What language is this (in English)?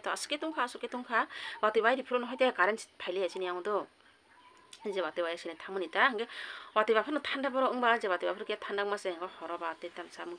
Kok Borok